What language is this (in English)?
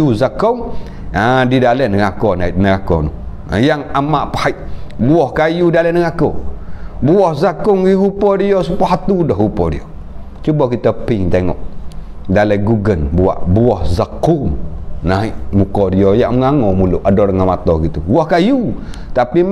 Malay